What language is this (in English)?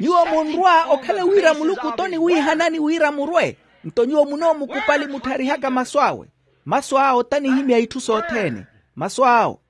Makhuwa